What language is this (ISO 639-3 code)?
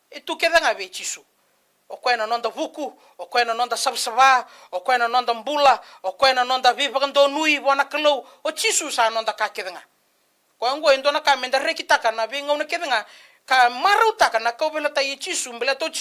fij